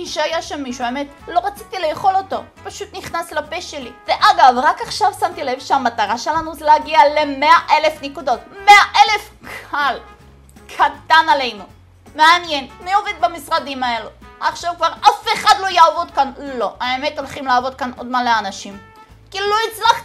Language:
Hebrew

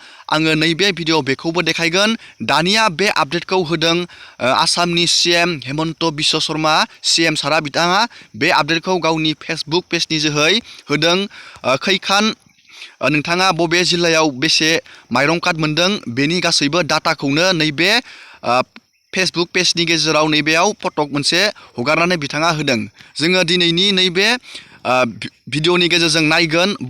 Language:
Bodo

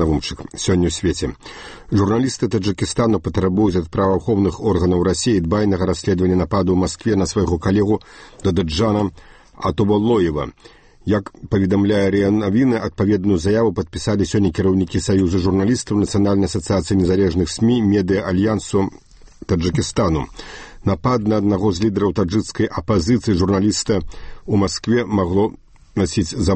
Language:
Belarusian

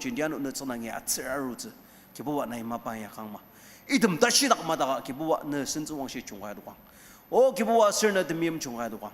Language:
Ao Naga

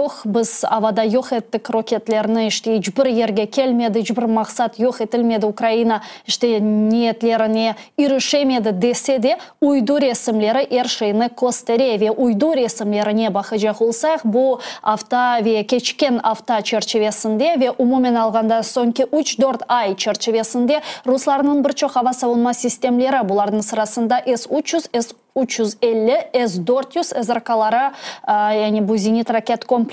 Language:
Crimean Tatar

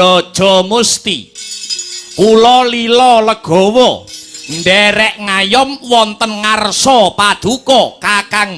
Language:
Javanese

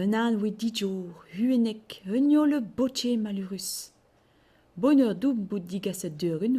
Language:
Breton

